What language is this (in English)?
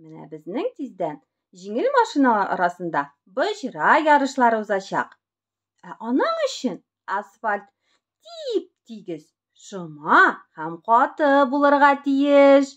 Tatar